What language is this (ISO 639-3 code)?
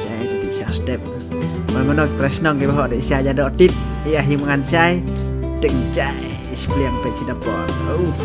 kha